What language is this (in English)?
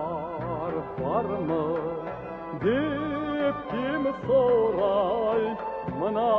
Crimean Tatar